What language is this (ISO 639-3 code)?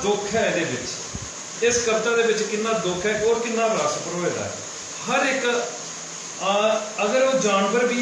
doi